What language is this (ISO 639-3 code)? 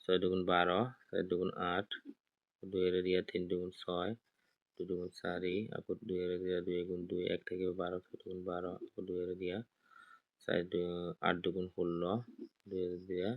asm